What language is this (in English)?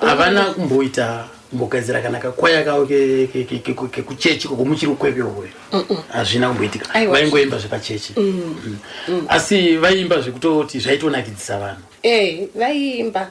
Shona